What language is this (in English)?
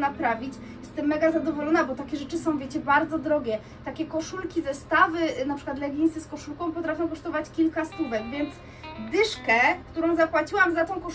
Polish